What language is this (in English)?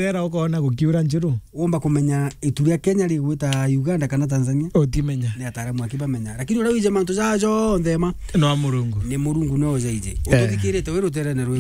Meru